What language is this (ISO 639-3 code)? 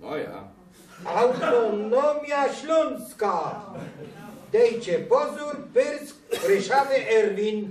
szl